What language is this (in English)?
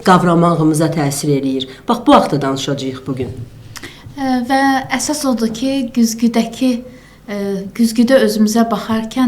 Azerbaijani